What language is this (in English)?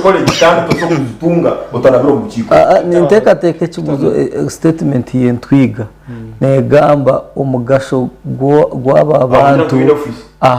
Nyankole